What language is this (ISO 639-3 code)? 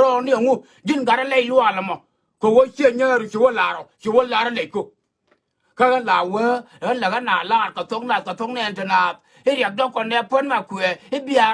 nus